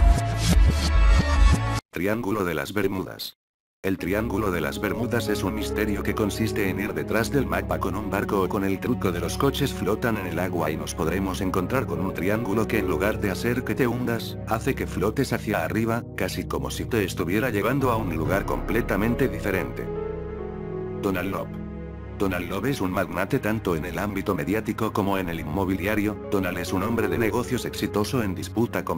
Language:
Spanish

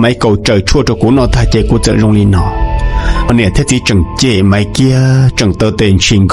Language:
Hmong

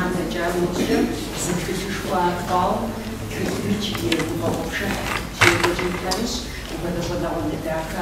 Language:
Kabardian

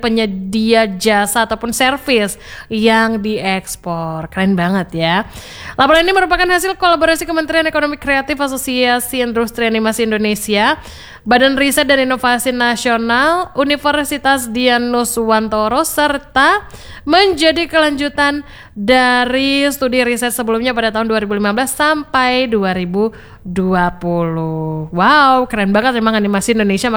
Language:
Indonesian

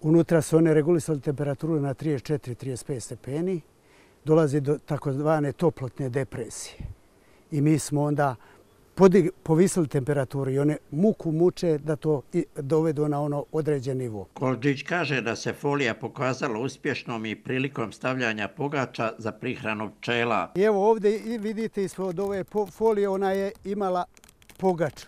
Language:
Croatian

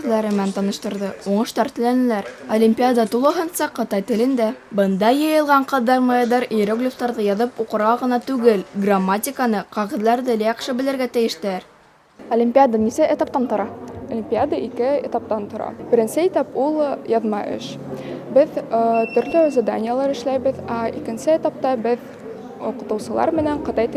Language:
Bashkir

